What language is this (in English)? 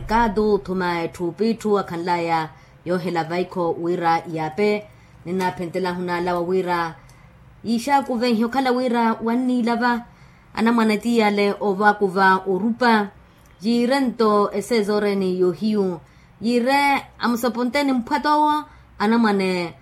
Makhuwa